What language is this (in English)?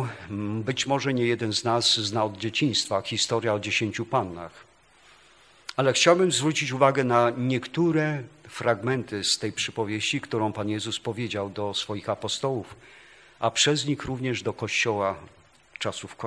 Polish